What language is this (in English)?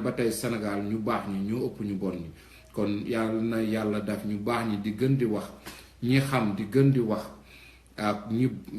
Wolof